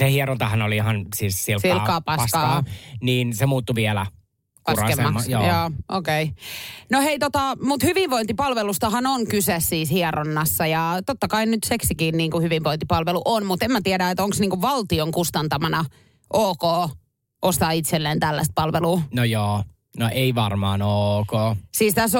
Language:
Finnish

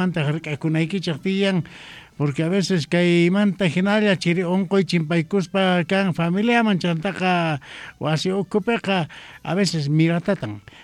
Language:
South Bolivian Quechua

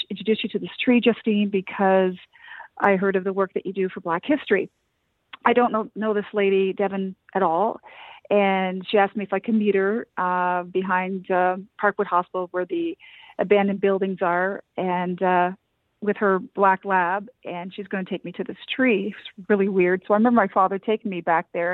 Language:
English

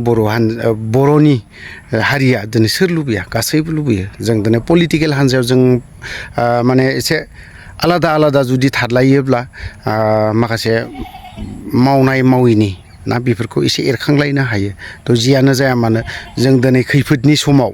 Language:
Bodo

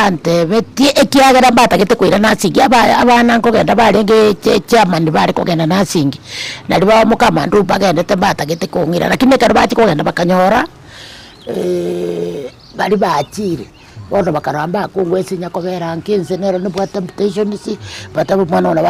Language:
Gusii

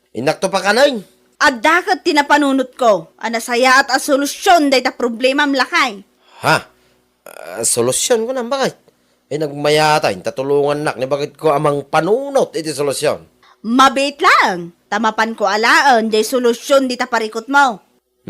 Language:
Iloko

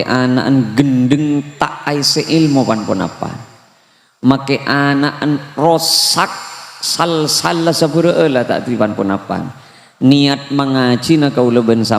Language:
Madurese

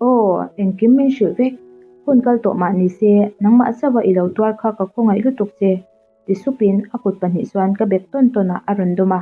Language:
Mizo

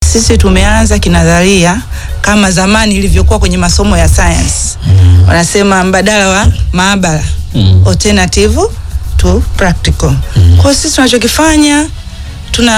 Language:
Swahili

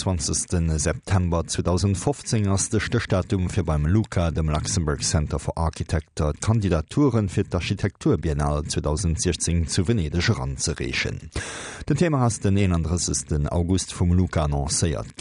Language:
Luxembourgish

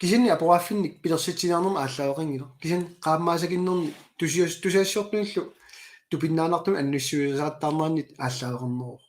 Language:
Kalaallisut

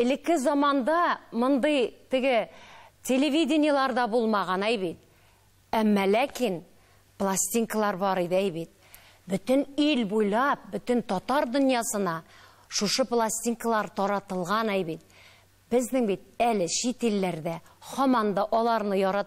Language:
Tatar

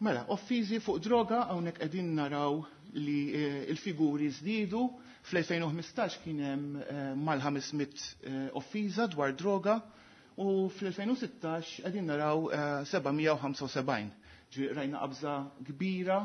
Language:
Maltese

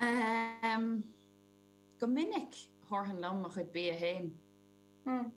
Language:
Irish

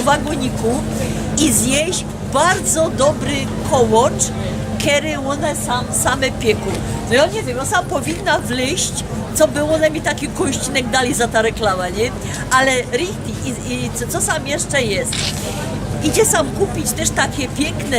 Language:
Silesian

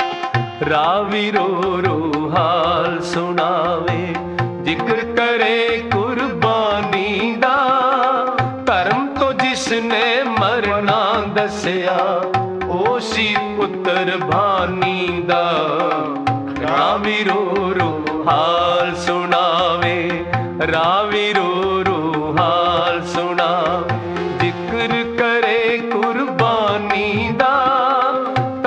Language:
Punjabi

